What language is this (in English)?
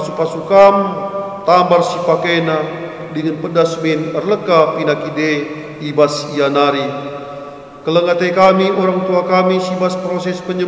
Batak Karo